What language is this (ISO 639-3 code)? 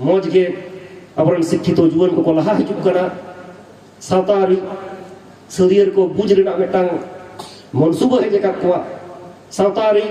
sat